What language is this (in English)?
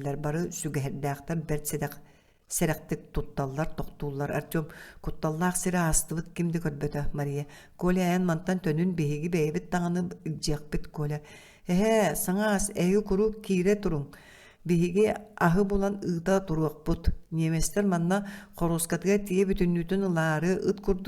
Yakut